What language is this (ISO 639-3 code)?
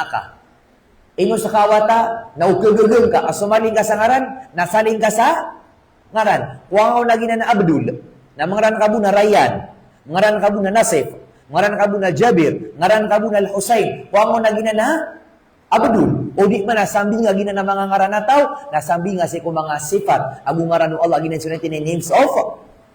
mrw